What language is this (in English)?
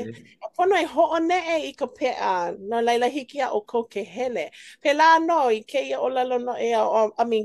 Hawaiian